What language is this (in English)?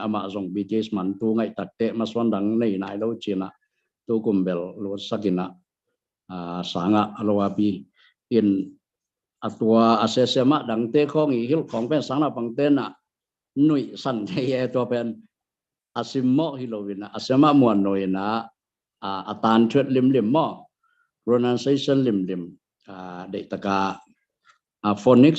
Tedim Chin